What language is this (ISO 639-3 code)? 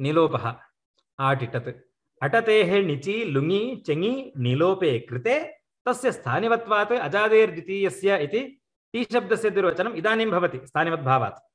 san